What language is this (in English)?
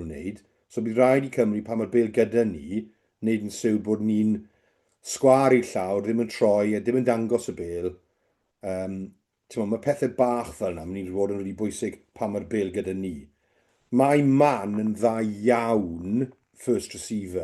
Welsh